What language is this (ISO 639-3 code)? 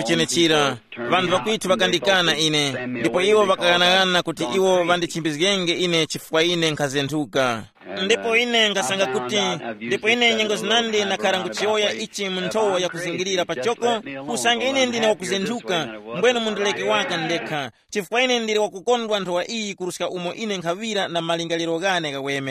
tum